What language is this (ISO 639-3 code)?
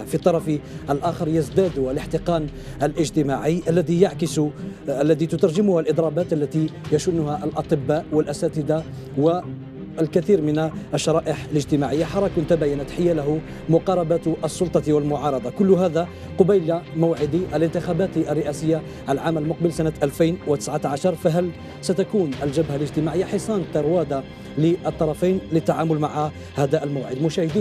ara